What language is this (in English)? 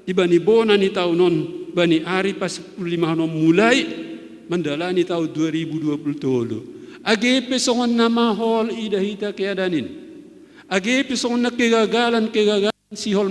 Batak Simalungun